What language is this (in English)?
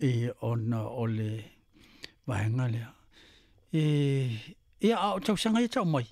Samoan